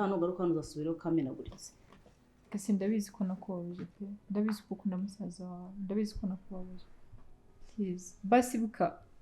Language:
Kinyarwanda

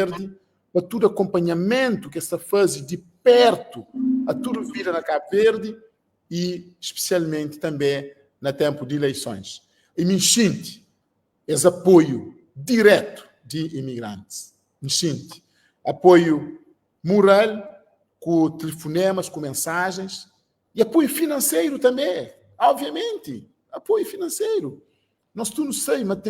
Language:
Kabuverdianu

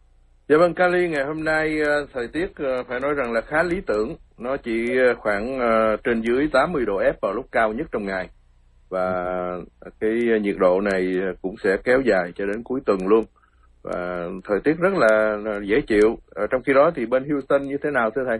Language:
Vietnamese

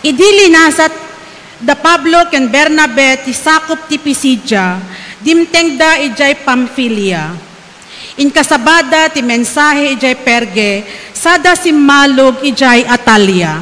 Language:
Iloko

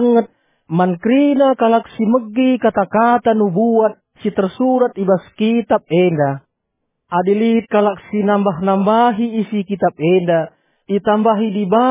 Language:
Batak Karo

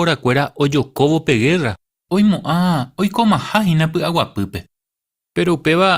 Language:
Guarani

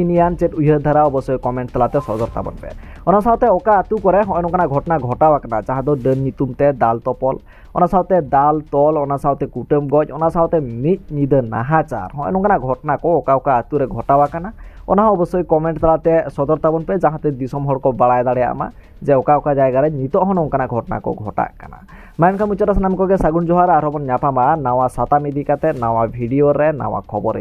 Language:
Santali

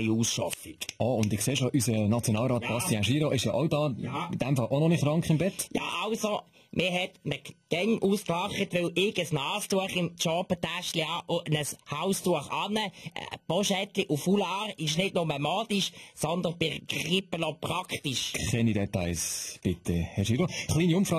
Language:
Swiss German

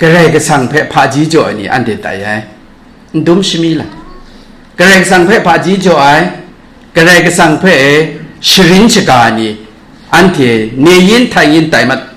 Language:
Kachin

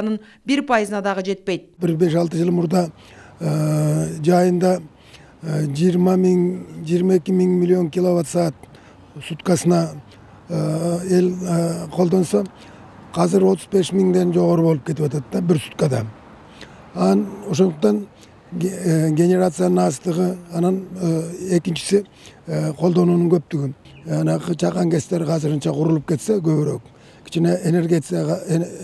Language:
Kyrgyz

